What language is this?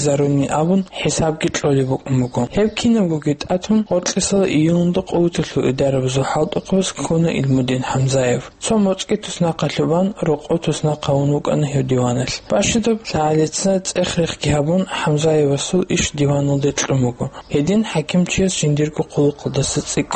Avaric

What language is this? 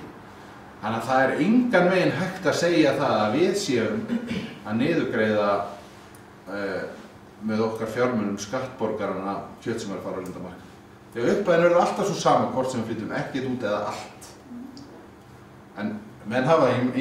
Icelandic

